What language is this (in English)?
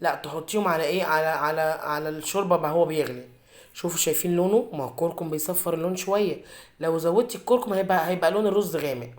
Egyptian Arabic